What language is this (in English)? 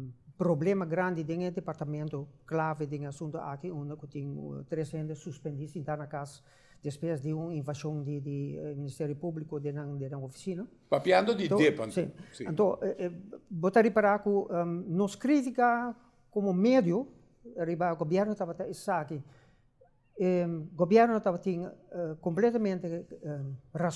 Papiamento